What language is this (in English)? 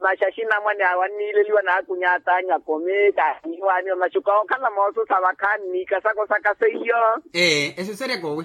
Makhuwa